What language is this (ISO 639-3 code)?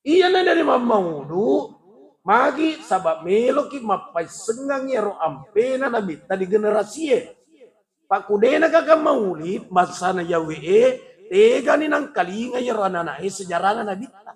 bug